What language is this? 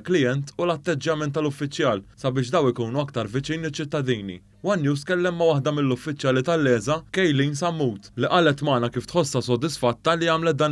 Maltese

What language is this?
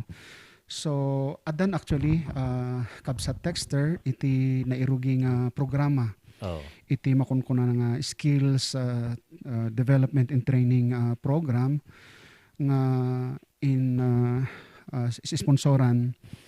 Iloko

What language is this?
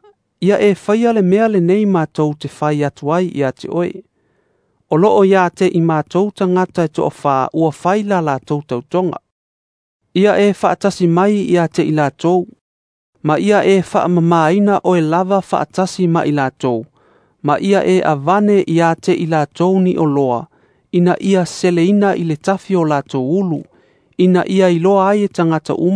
Samoan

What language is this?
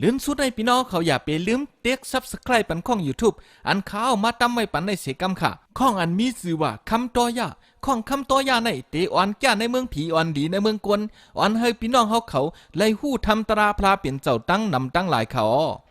Shan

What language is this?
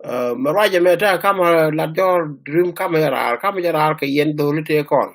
Nuer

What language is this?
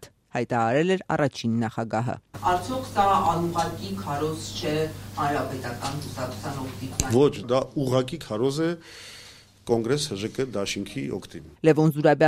Armenian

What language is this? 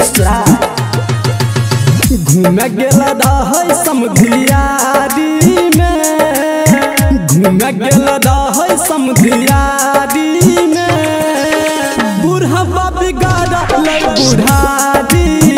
Bhojpuri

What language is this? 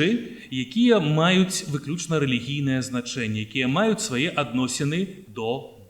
Belarusian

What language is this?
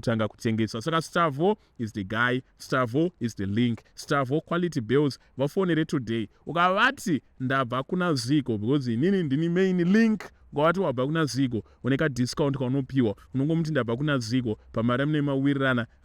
Shona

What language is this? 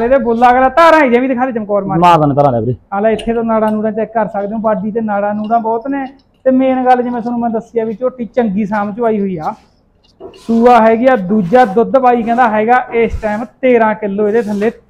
Punjabi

